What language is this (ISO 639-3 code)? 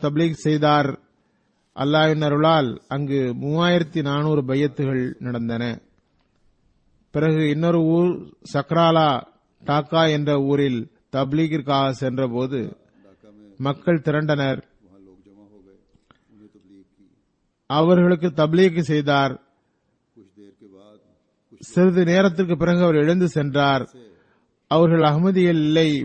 tam